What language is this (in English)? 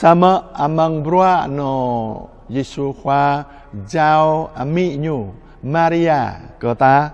Jarai